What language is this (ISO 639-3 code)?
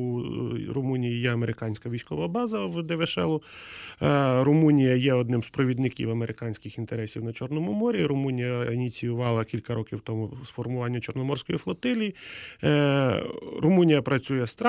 ukr